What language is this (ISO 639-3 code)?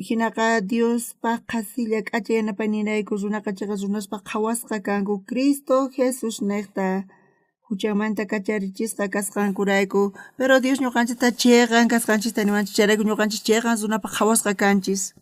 quh